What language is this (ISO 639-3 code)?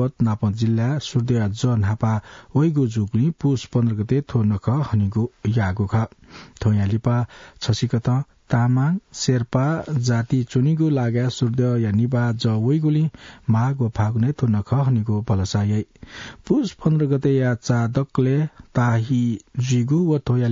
new